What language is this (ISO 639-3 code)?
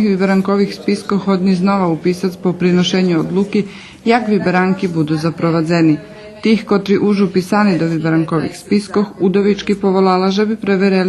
rue